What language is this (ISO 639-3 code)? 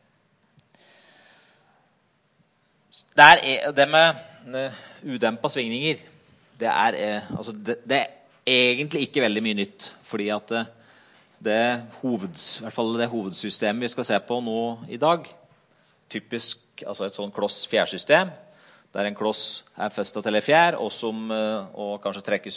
nor